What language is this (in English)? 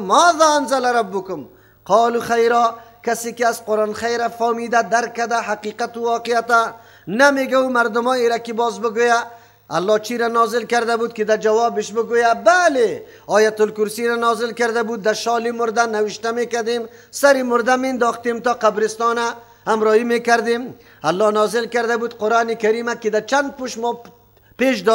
Persian